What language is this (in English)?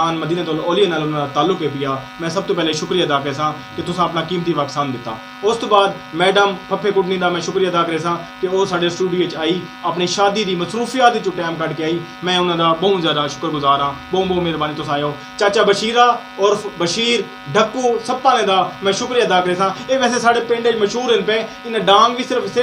Saraiki